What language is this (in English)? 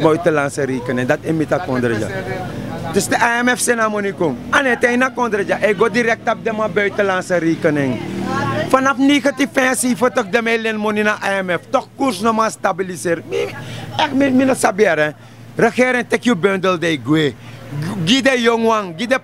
Sranan Tongo